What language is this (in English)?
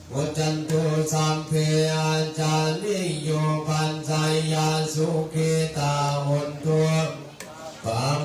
Pali